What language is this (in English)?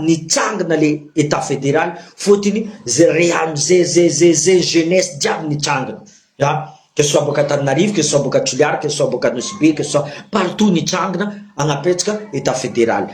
Malagasy